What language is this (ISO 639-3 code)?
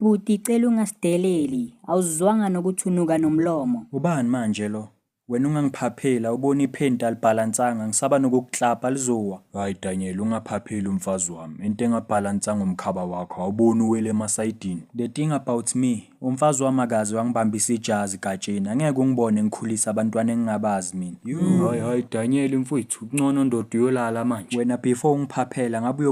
zul